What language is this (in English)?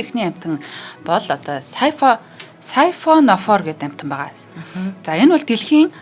Mongolian